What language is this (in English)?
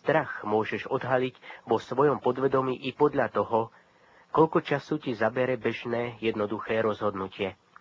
Slovak